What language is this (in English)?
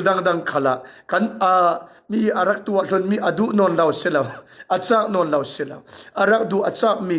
Falam Chin